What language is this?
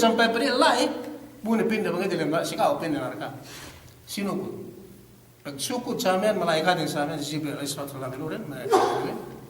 Yakan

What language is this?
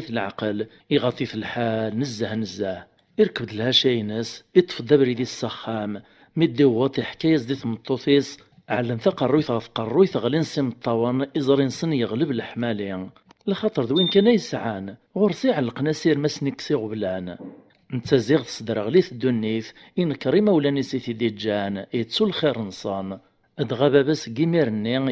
Kabyle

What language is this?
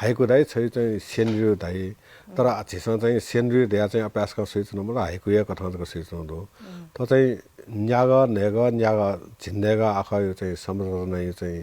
Newari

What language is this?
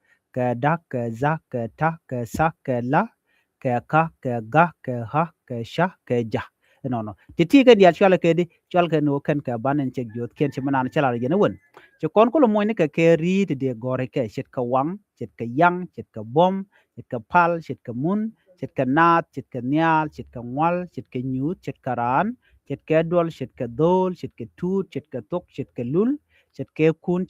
Nuer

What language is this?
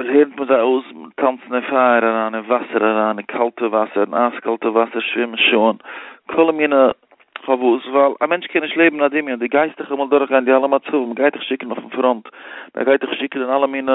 Yiddish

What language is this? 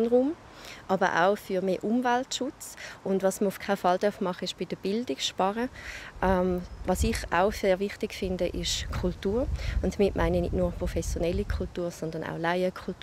Swiss German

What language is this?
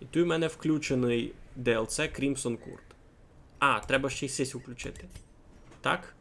Rusyn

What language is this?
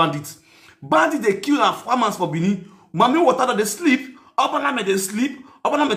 Nigerian Pidgin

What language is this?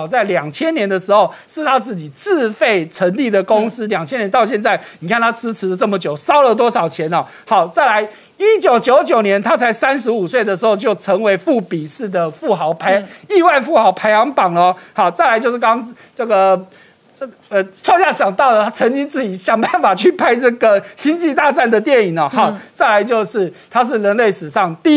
Chinese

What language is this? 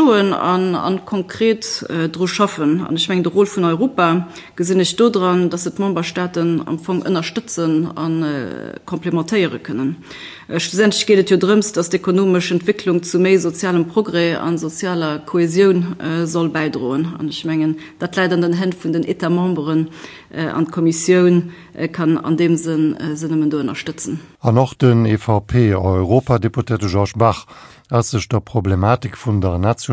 Luxembourgish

